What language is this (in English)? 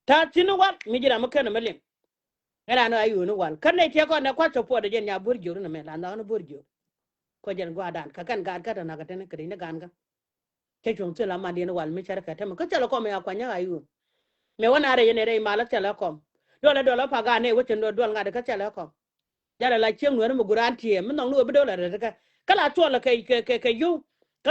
Nuer